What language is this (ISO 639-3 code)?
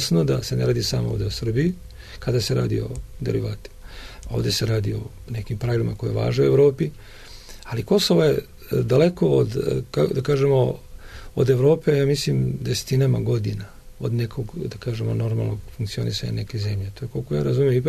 srp